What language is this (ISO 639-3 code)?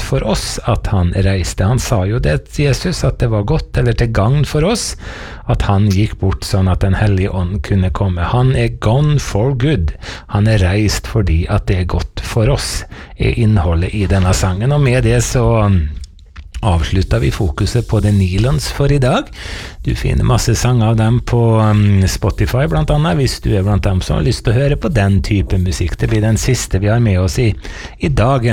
nor